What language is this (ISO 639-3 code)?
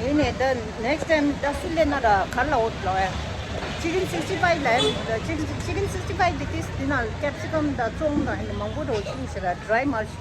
bod